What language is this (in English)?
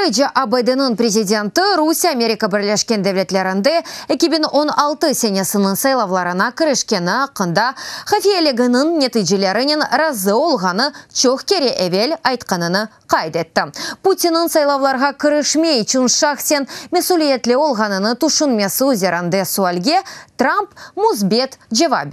Crimean Tatar